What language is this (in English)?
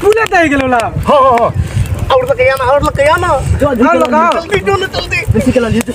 Maithili